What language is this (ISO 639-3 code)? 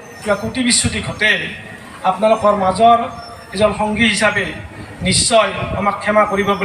asm